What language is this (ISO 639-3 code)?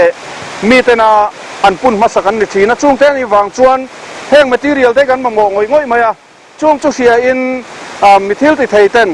lus